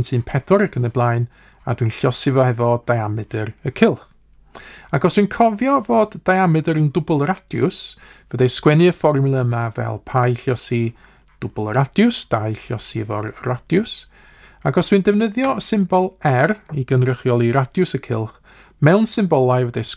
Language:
Welsh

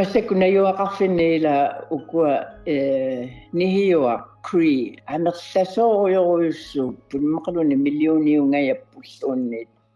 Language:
Kalaallisut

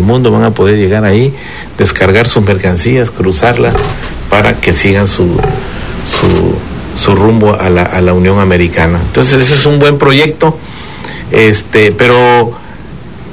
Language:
Spanish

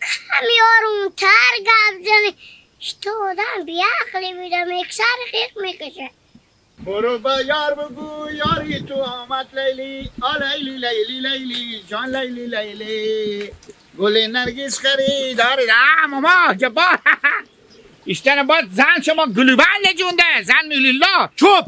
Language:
Hazaragi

